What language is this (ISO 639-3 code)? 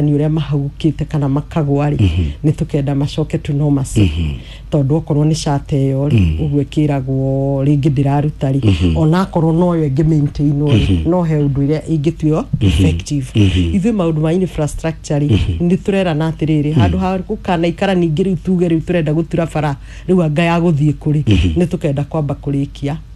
kik